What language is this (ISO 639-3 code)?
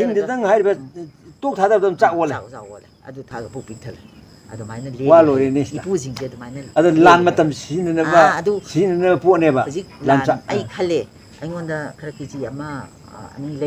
mni